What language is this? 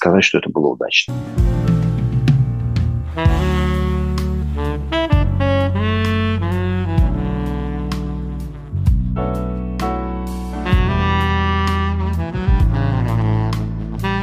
Russian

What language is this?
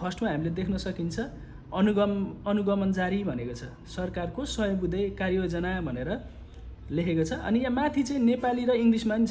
Nepali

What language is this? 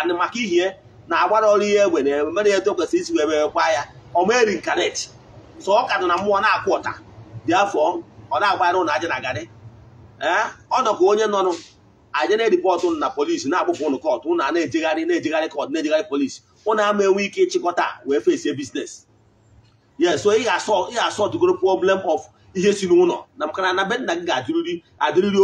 Igbo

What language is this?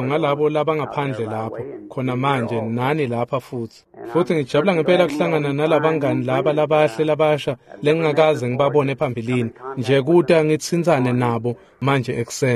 Swati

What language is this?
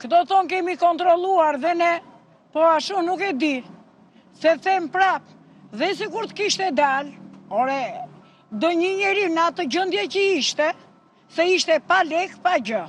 Albanian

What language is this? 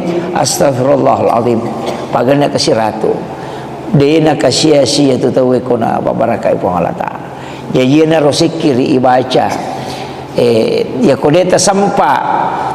Buginese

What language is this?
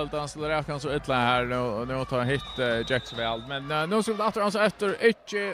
Faroese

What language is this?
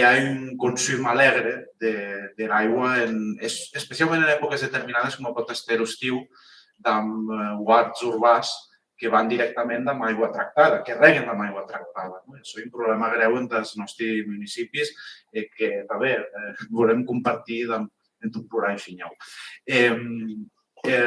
Occitan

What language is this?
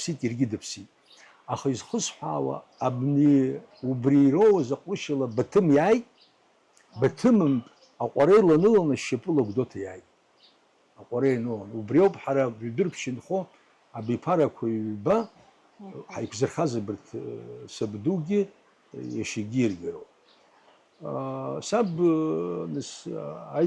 Abkhazian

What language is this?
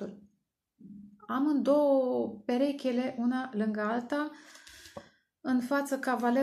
Romanian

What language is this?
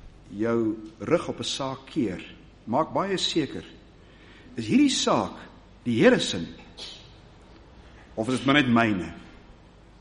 Afrikaans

